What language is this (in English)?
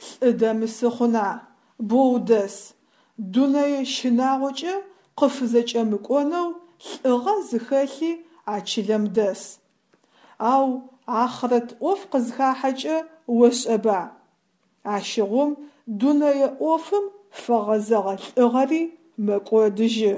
Adyghe